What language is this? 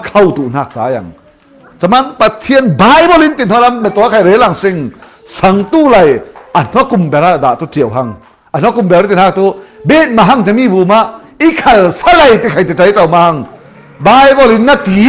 Falam Chin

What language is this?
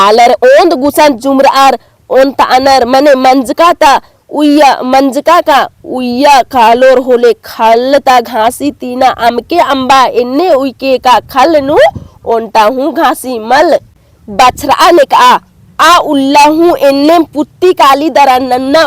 Kurukh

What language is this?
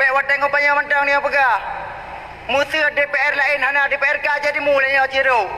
Achinese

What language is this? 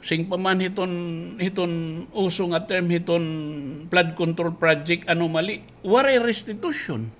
Waray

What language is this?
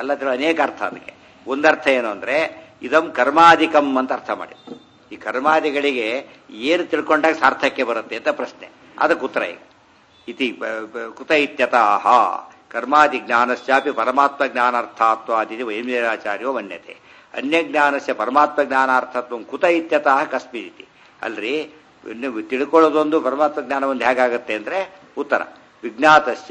Kannada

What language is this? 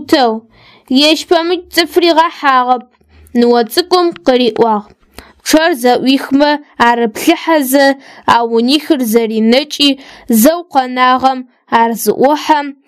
Adyghe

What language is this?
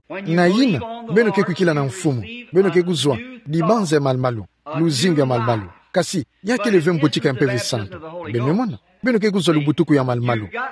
Kituba (Democratic Republic of Congo)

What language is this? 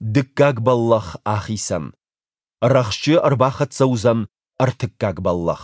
Ossetic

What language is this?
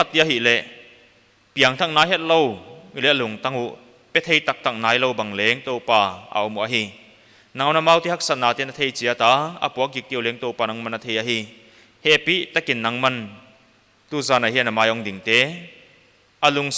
Paite Chin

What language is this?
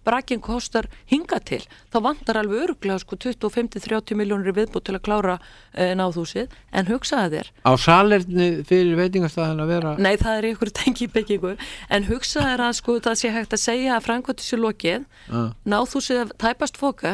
Icelandic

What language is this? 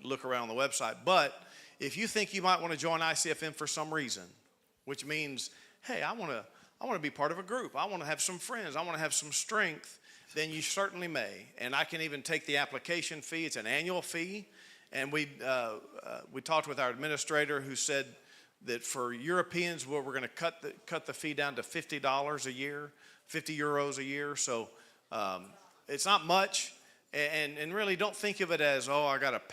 English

